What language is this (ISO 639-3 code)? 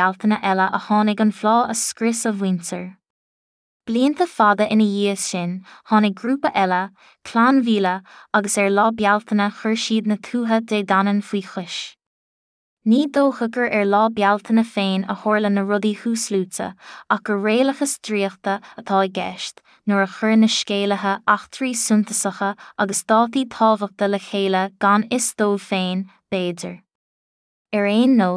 gle